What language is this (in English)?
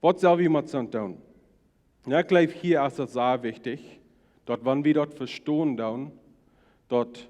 Plautdietsch